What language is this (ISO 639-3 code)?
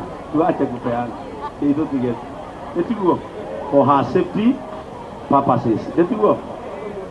kik